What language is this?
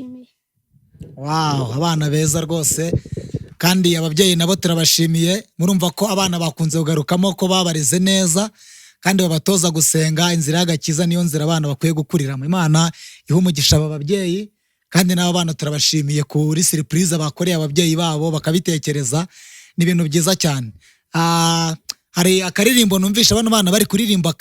Kinyarwanda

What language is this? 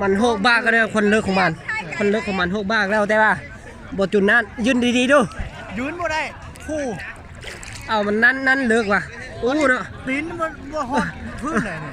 Lao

